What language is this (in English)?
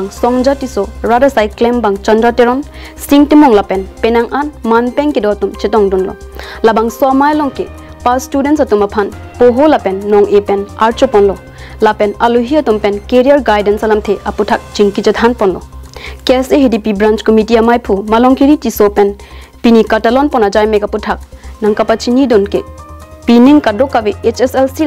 Karbi